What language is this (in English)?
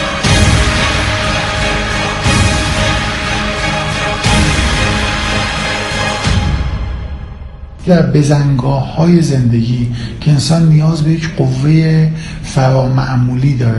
Persian